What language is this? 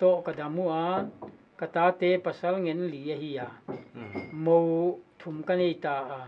Paite Chin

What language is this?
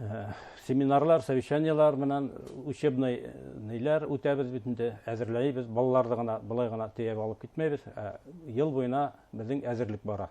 Bashkir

